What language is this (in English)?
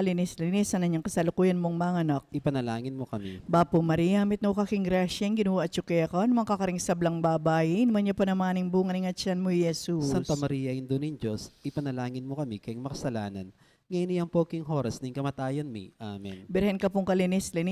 Pampanga